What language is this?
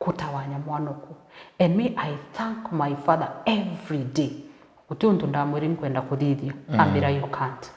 Meru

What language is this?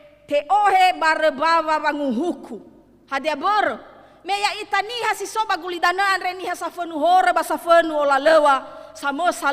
Nias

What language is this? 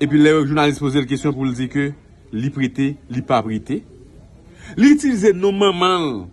Haitian Creole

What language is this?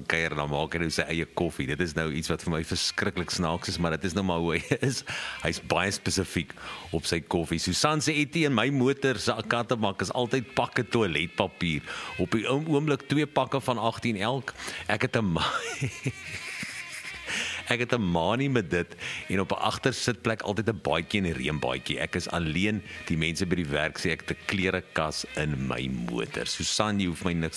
Afrikaans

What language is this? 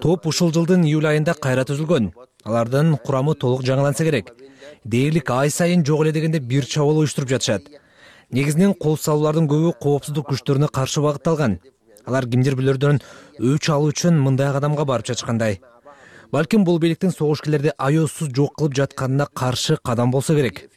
Kyrgyz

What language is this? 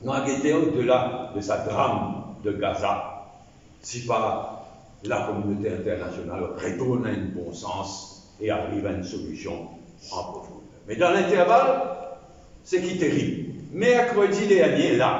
Morisyen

